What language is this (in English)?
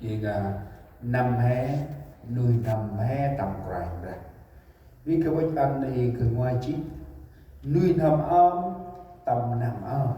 Central Mnong